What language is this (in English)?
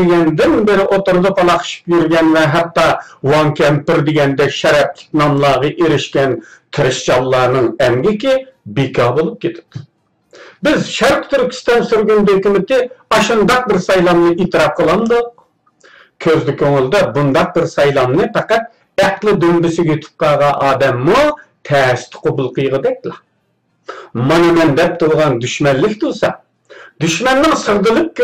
Uyghur